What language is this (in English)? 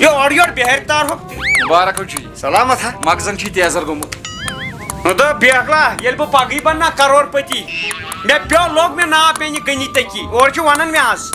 Kashmiri